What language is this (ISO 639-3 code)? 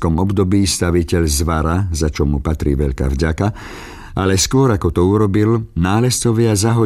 slk